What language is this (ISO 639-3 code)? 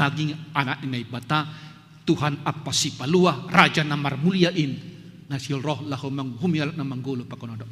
bts